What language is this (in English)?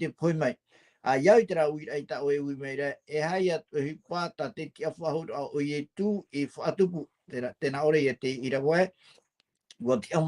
Tahitian